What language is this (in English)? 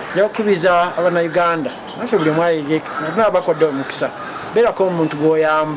Ganda